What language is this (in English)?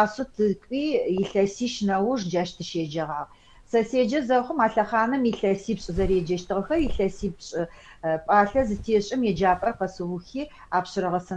Adyghe